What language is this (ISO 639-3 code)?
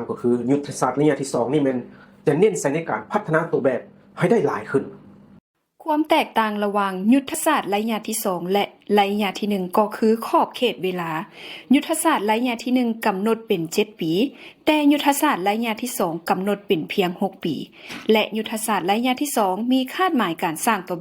lao